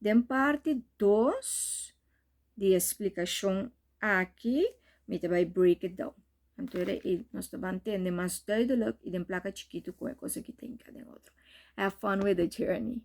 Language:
Papiamento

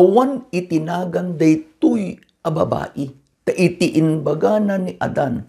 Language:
Iloko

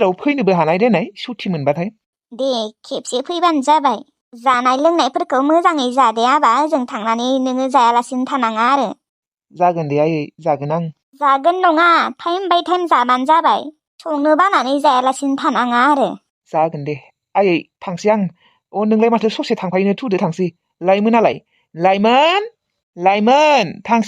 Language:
Bodo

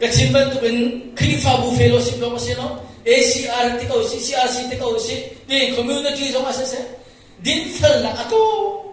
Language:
Hakha Chin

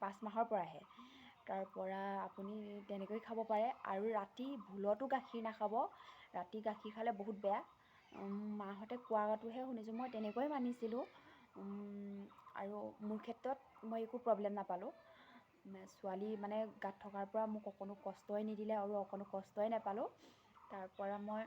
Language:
Assamese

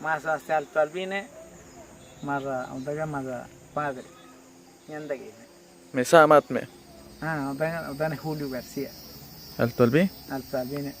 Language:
Awa-Cuaiquer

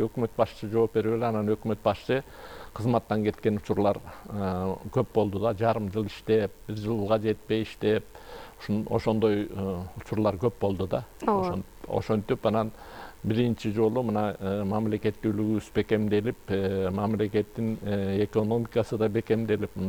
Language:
Kyrgyz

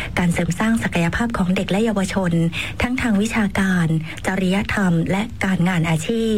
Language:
Thai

